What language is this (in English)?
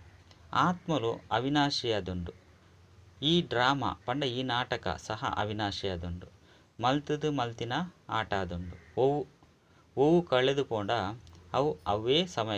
Tulu